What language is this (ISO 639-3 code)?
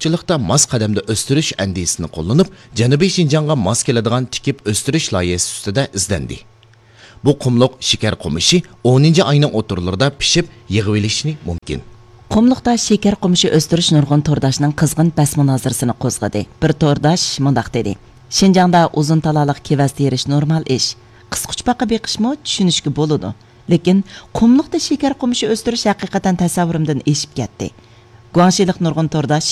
uig